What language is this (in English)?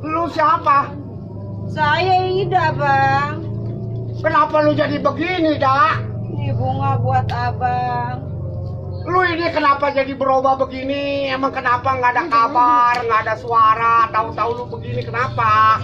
Betawi